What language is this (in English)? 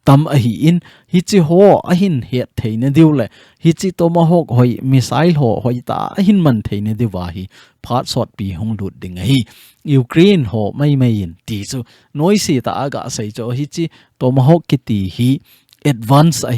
Thado Chin